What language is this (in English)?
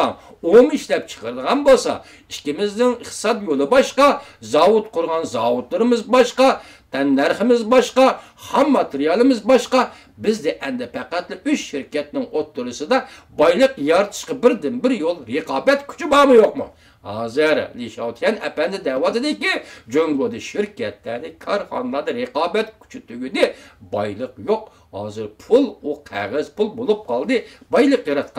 Uyghur